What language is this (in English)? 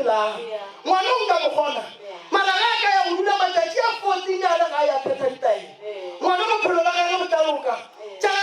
Northern Sotho